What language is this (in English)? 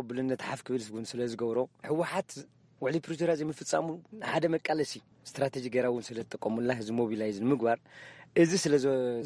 Tigrinya